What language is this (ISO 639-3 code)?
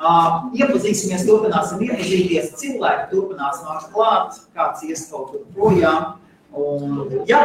lav